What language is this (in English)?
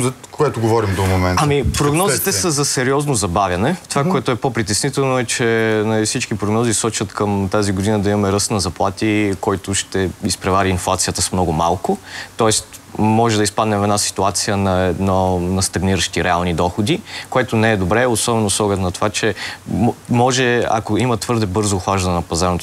Bulgarian